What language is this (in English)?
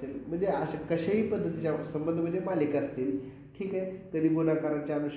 Marathi